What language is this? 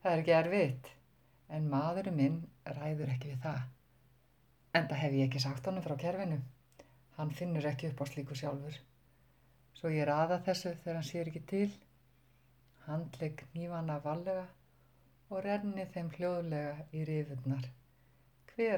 Icelandic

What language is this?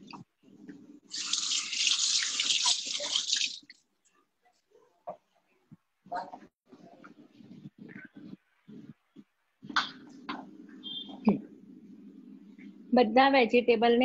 Gujarati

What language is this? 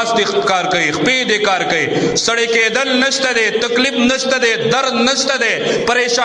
Pashto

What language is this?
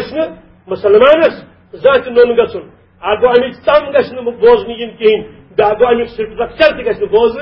Kashmiri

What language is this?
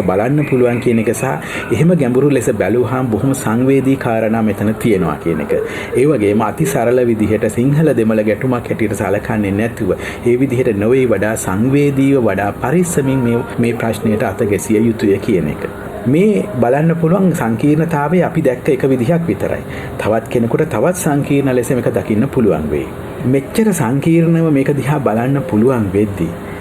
Sinhala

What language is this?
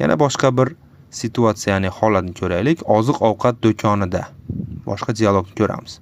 Uzbek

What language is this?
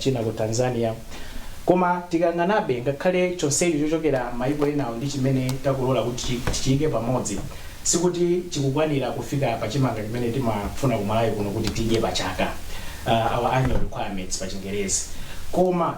Nyanja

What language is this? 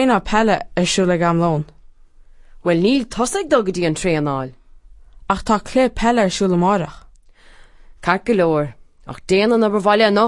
Irish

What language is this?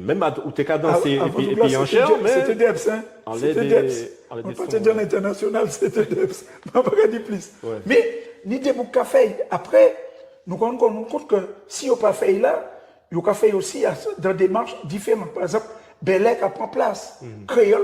Guadeloupean Creole French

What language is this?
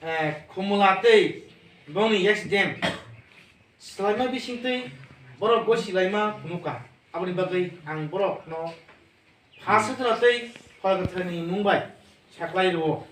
Kok Borok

